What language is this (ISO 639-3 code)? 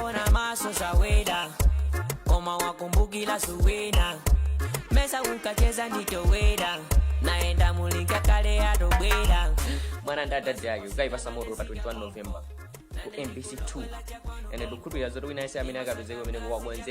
nya